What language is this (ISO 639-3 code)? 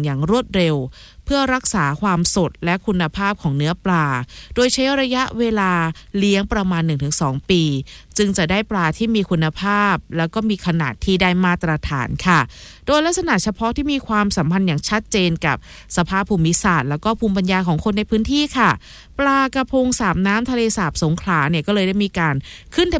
tha